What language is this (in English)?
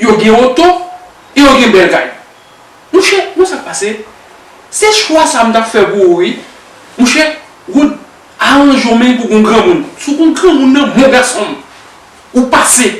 Haitian Creole